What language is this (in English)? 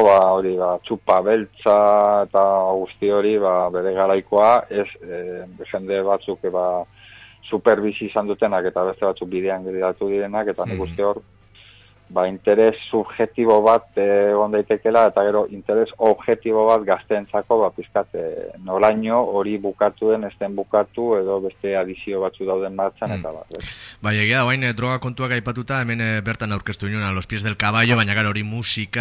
Basque